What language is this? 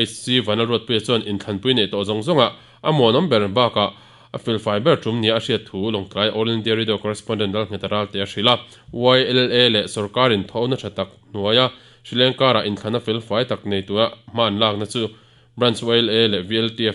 Mizo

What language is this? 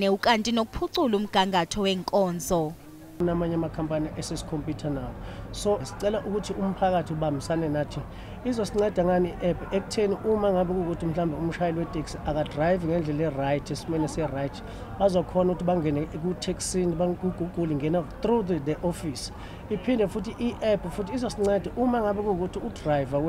Zulu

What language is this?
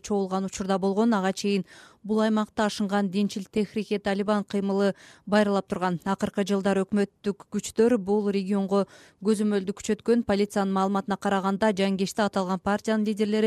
Kyrgyz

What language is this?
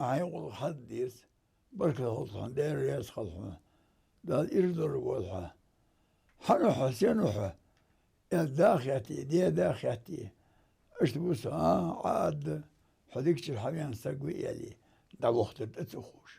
Ingush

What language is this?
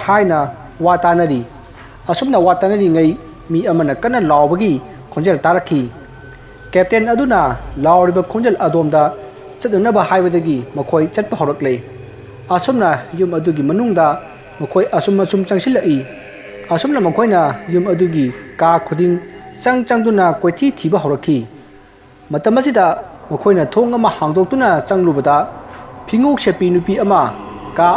Manipuri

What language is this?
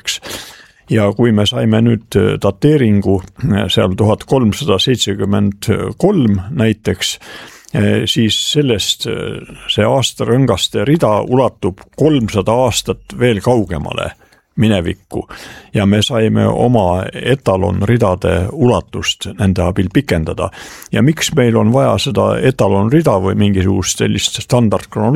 Estonian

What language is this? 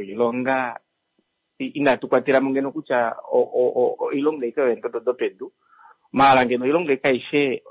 Kuanyama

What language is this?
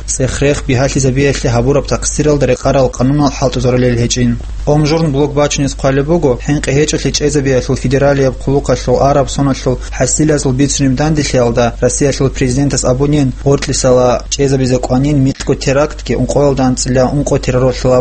Avaric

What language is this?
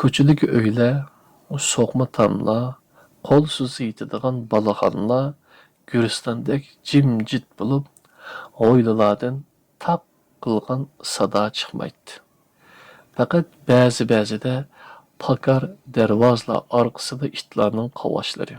Uyghur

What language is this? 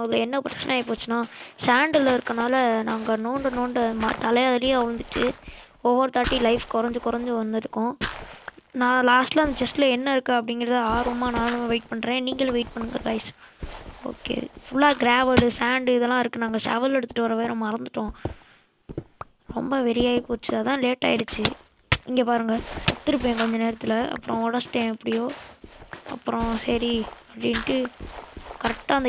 Tamil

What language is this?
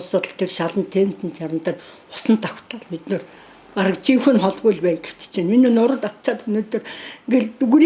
Mongolian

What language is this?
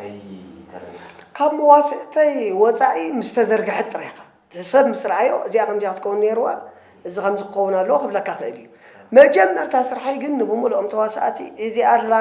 Tigrinya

